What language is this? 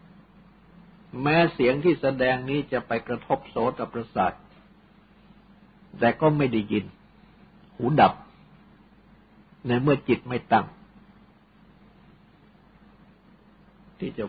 Thai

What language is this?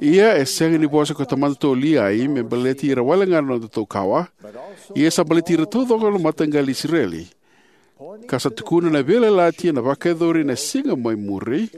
Fijian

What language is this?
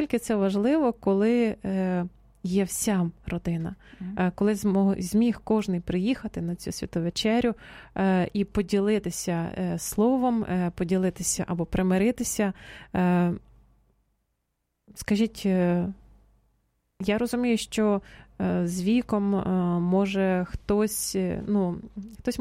Ukrainian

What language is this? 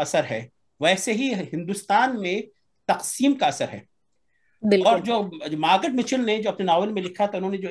Urdu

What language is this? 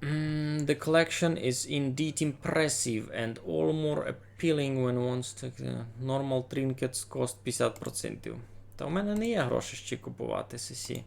Rusyn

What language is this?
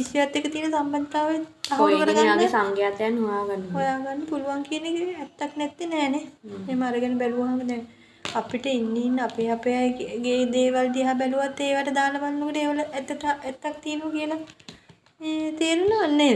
Sinhala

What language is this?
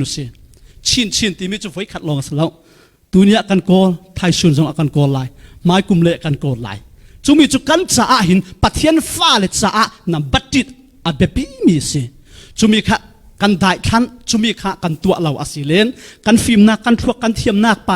Falam Chin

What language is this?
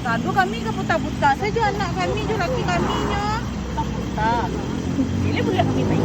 Minangkabau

